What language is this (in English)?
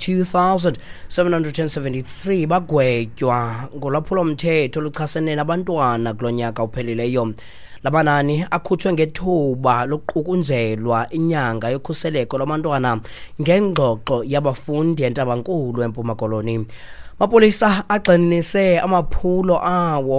Xhosa